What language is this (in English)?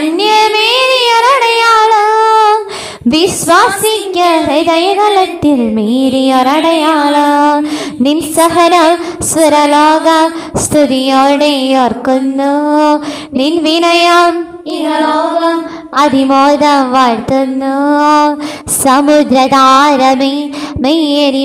Malayalam